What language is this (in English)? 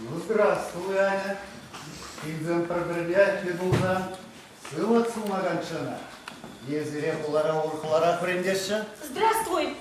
Chuvash